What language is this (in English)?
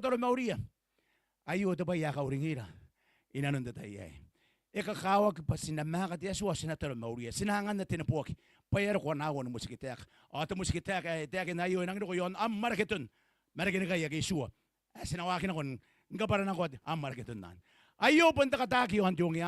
Gilbertese